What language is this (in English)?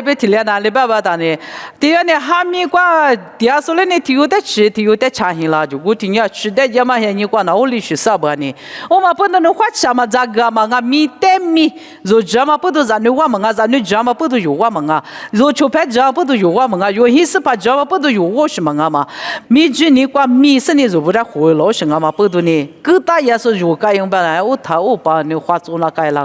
Lisu